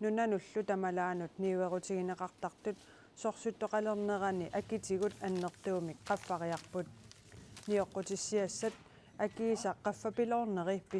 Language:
Kalaallisut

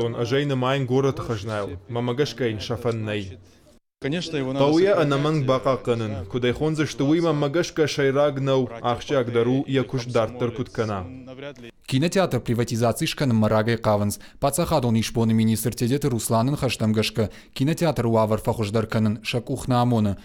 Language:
Ossetic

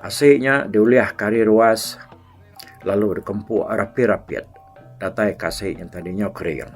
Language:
Iban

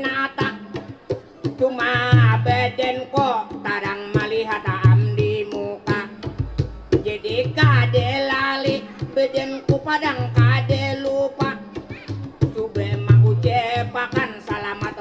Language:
Banjar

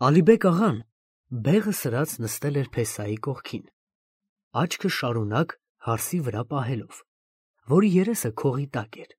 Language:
Armenian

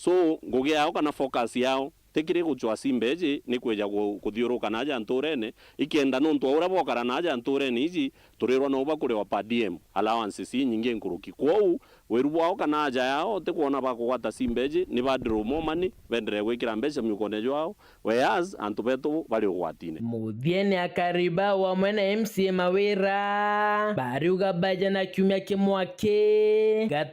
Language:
Meru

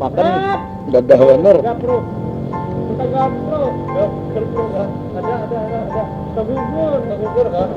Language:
Banjar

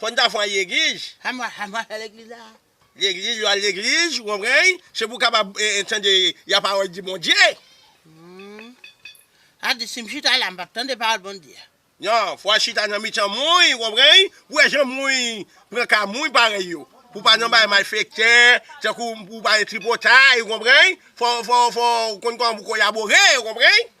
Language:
Haitian Creole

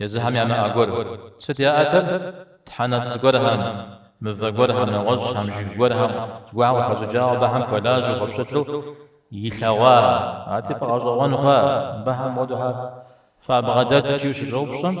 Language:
Kabardian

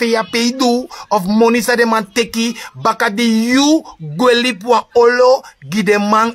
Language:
Sranan Tongo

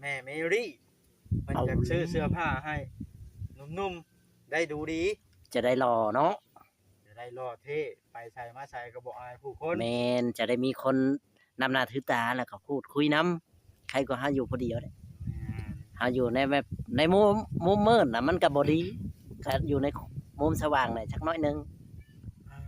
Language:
Northeastern Thai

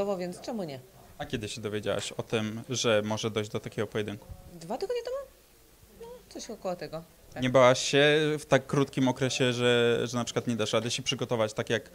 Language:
Polish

